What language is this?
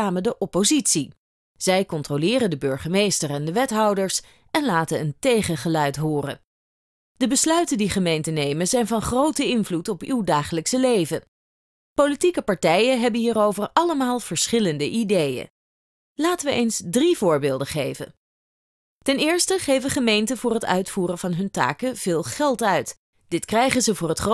Dutch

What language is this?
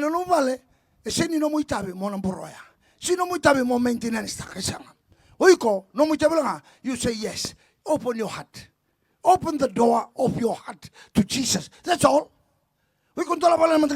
Fijian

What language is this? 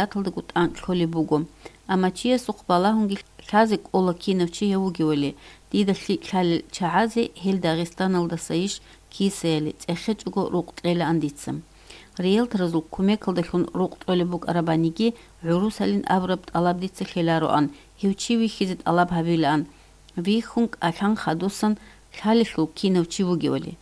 Avaric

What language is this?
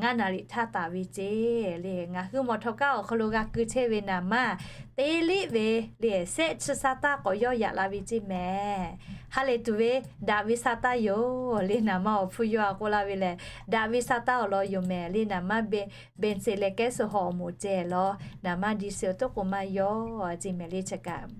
Lahu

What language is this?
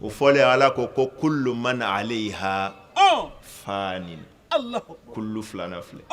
Bambara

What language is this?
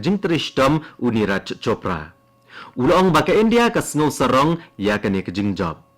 Khasi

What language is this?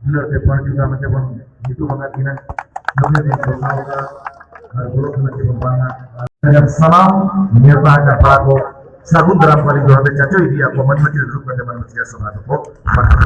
Santali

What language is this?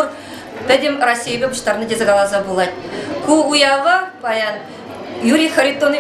Chuvash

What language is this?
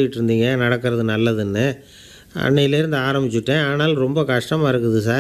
Tamil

